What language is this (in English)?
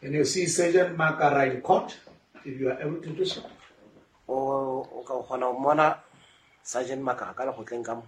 Southern Sotho